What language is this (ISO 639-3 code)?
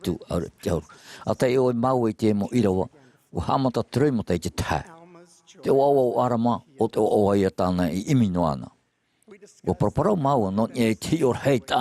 tah